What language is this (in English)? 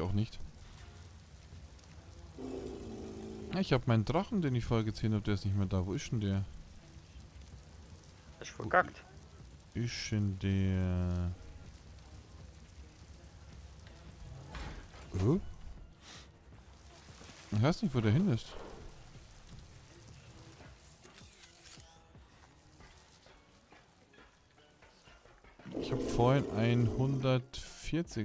German